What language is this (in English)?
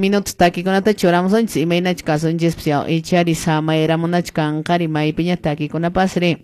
Quechua